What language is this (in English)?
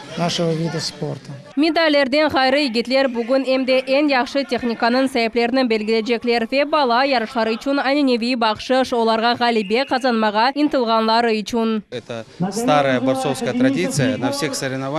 Crimean Tatar